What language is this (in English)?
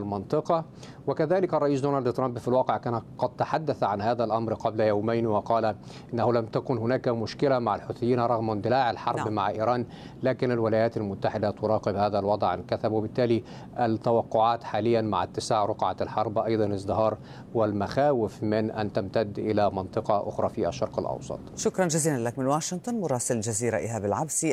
Arabic